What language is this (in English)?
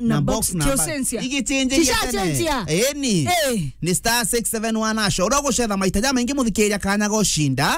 Meru